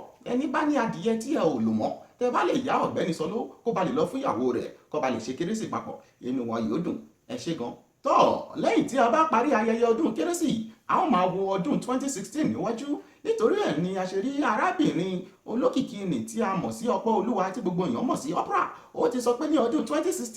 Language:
Yoruba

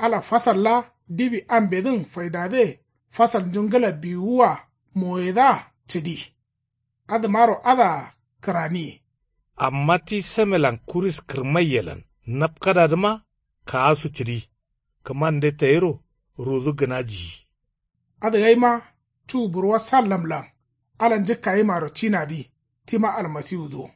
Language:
Kanuri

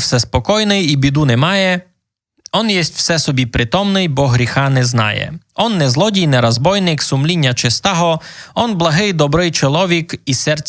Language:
Rusyn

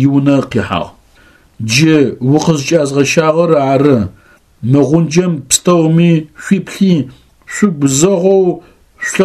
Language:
Adyghe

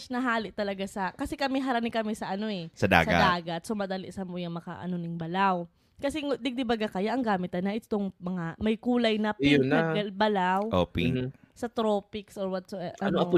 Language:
Bikol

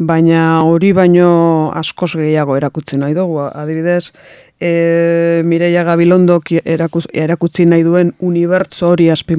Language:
Basque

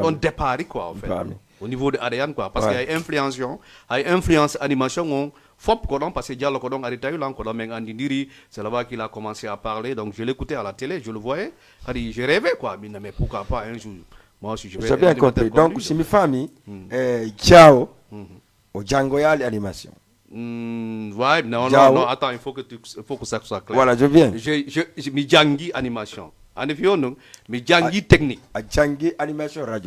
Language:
Fula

